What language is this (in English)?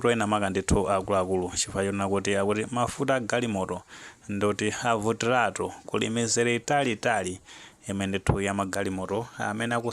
Nyanja